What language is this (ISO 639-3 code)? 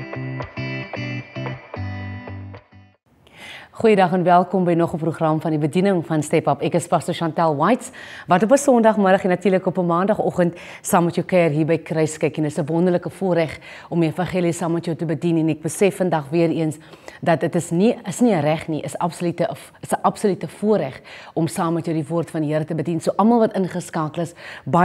afr